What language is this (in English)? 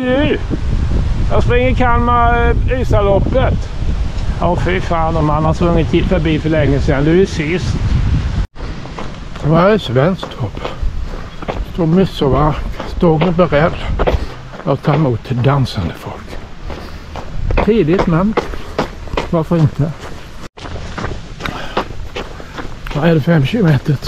Swedish